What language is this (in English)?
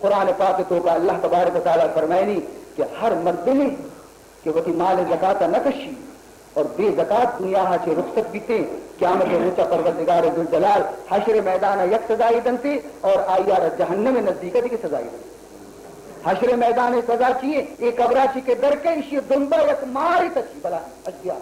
Baluchi